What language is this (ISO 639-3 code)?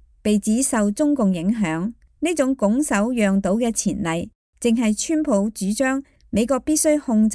yue